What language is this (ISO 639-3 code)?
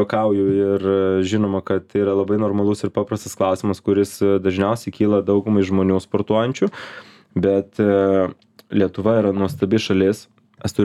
lit